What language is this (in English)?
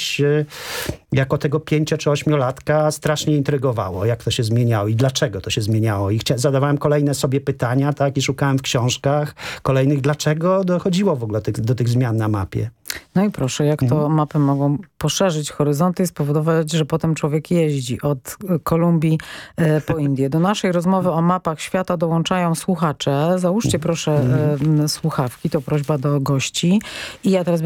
Polish